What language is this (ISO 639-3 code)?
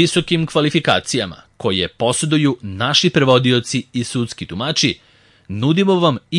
srp